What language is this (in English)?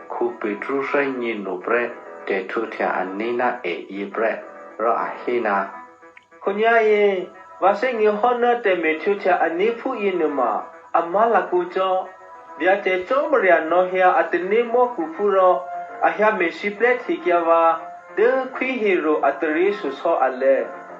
Eastern Kayah